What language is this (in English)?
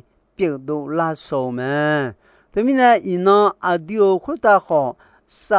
Akha